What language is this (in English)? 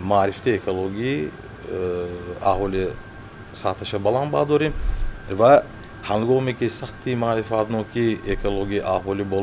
Tajik